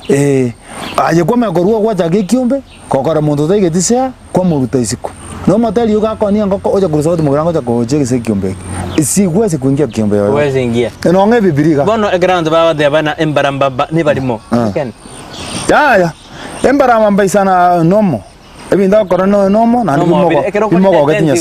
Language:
Gusii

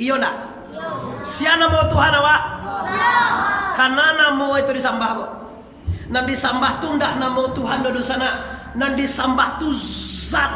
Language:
Minangkabau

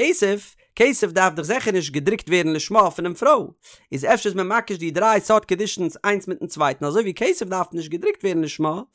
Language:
Yiddish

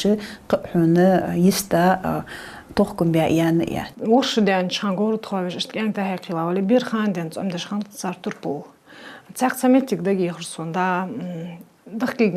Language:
Ingush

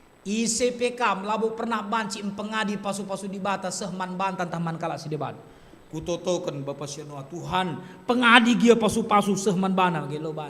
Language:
Batak Karo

